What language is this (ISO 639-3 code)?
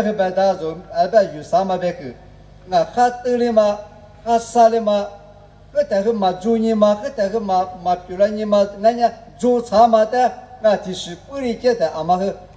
lis